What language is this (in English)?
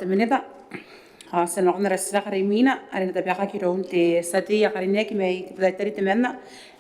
Gilbertese